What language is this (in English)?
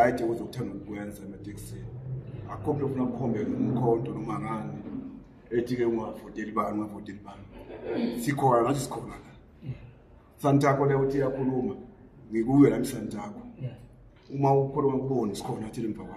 Zulu